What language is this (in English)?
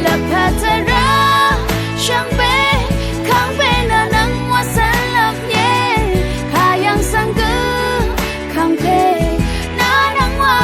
Rawang